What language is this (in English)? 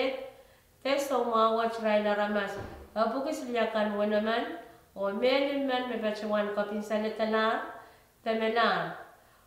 Pohnpeian